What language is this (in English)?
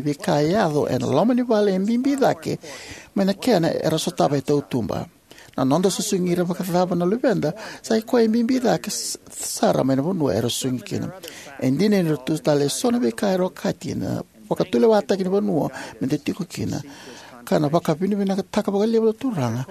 Fijian